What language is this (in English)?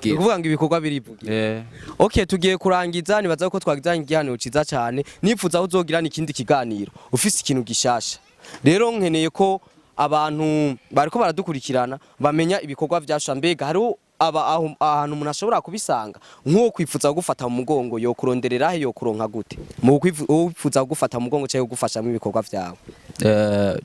Rundi